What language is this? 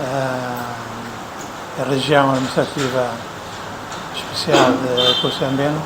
Tetum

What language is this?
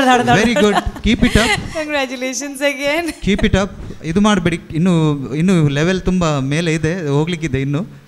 Kannada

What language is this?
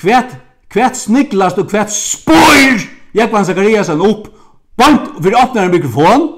Faroese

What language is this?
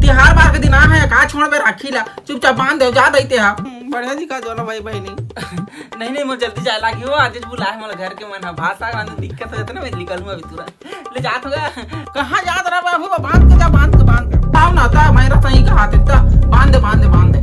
Chhattisgarhi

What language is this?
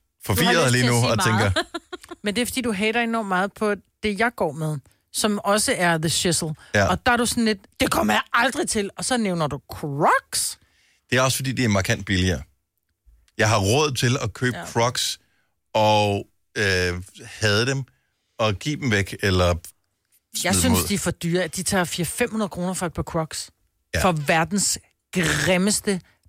Danish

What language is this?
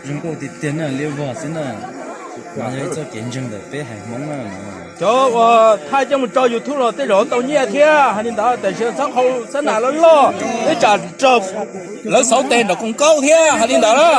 Hmong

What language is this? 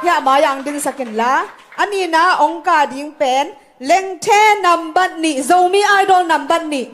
Tedim Chin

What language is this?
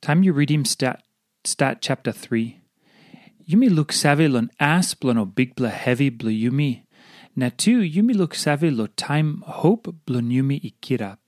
Tok Pisin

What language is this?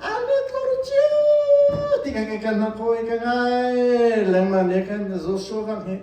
Hakha Chin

